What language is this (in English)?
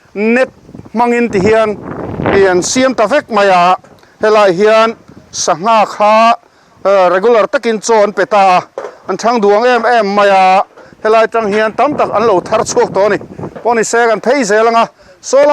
Mizo